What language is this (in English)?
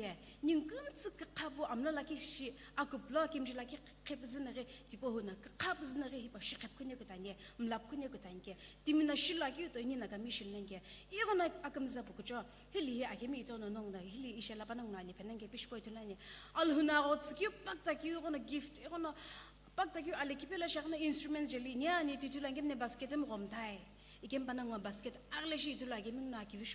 Sumi Naga